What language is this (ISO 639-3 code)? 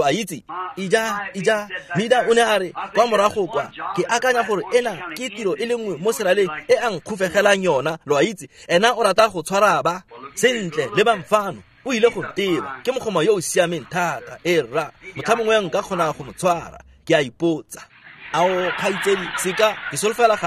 tsn